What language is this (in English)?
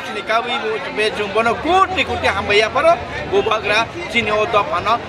Kok Borok